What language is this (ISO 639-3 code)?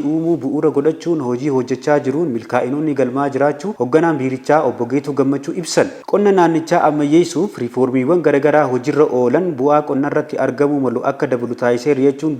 orm